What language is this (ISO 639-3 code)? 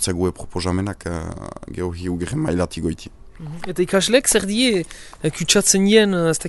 eus